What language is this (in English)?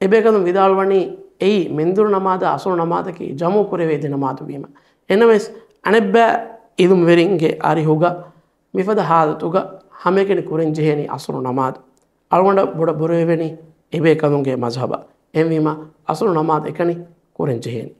Divehi